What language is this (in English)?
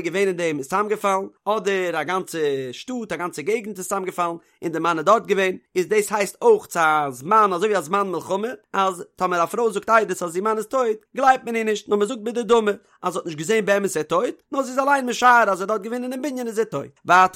Yiddish